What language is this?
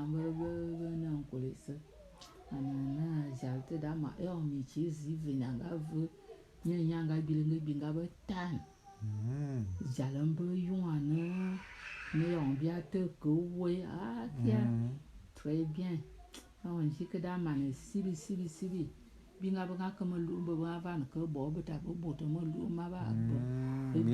Bulu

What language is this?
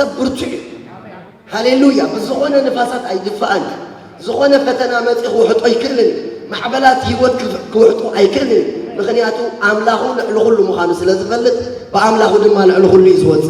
Tigrinya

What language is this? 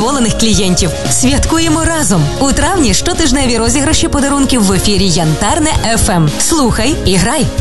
Ukrainian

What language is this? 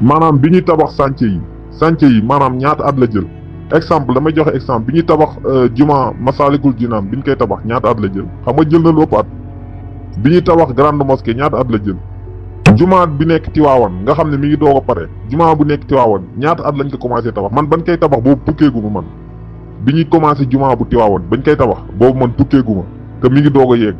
Wolof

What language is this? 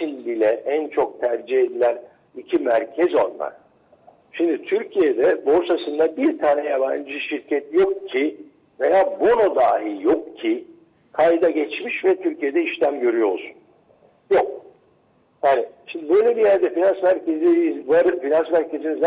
Turkish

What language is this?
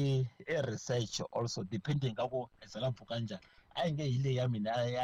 Tsonga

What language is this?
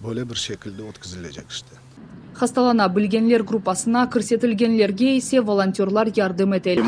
Crimean Tatar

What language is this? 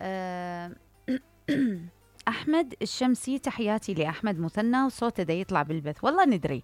Mesopotamian Arabic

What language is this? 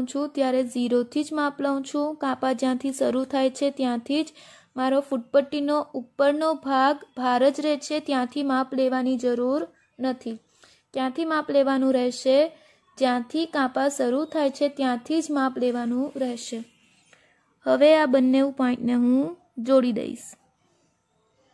Gujarati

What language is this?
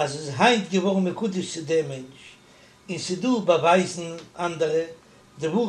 Yiddish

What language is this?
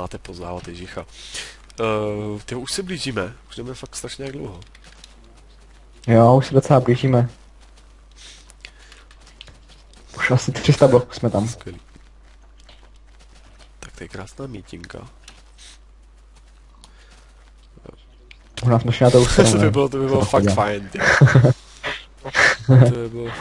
Czech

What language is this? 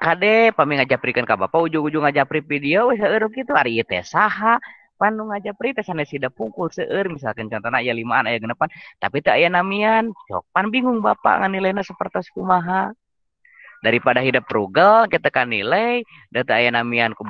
Sundanese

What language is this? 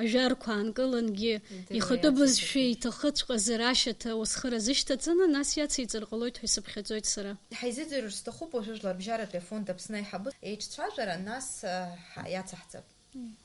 Abkhazian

